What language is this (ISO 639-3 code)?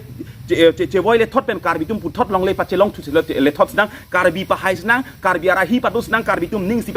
mjw